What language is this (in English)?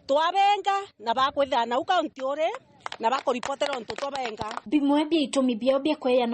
Meru